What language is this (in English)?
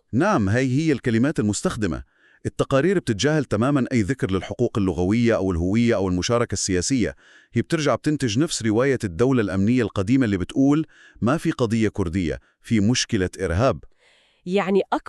North Levantine Arabic